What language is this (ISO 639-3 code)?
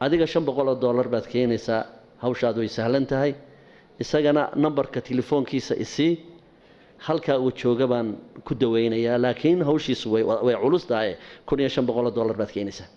som